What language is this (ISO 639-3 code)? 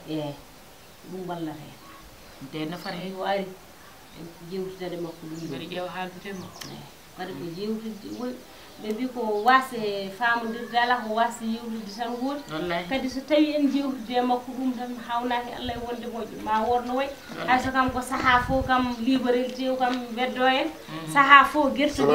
ful